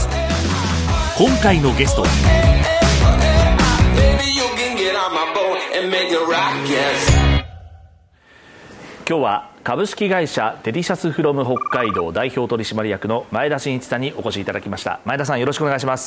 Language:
Japanese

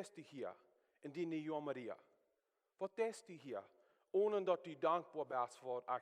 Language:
Plautdietsch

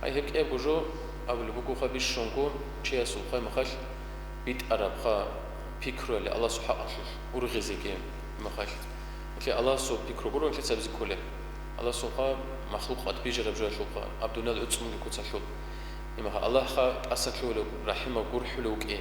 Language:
Avaric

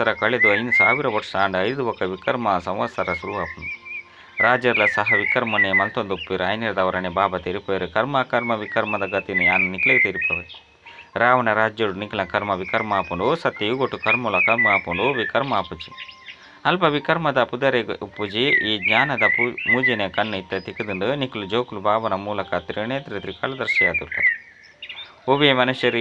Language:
Tulu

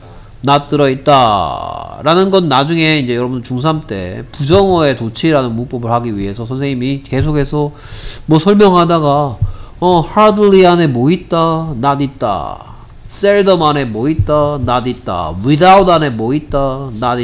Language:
Korean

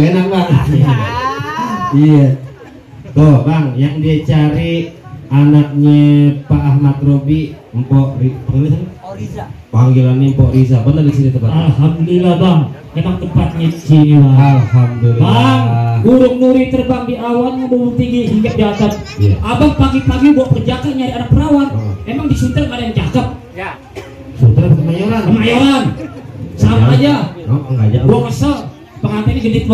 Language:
Betawi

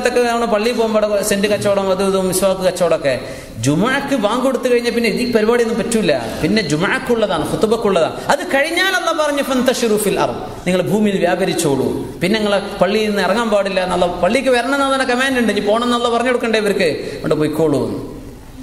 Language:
Malayalam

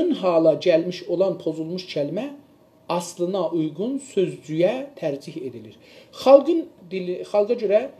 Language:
South Azerbaijani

